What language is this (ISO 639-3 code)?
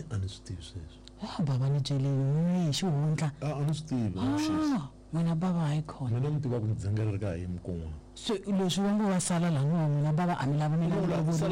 tso